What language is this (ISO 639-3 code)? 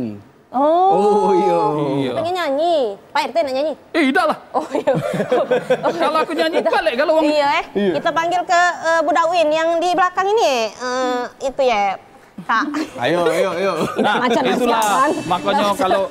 mui